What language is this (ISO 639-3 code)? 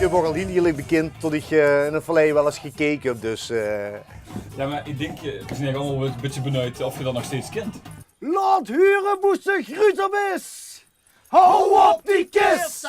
lim